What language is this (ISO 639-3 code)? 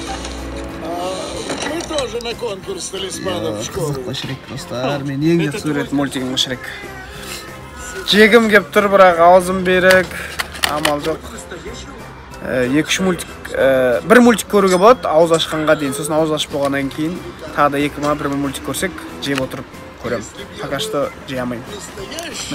kaz